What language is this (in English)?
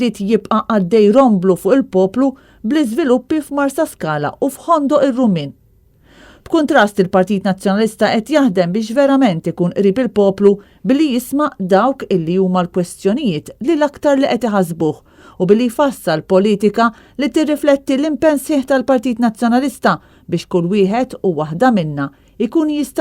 Maltese